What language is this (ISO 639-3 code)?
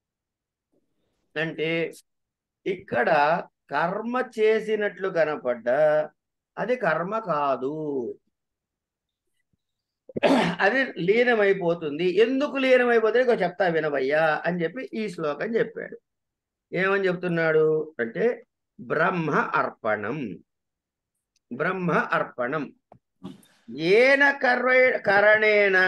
tel